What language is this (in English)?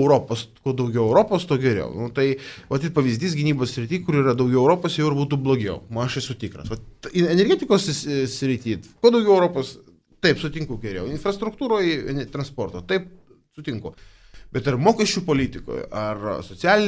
Lithuanian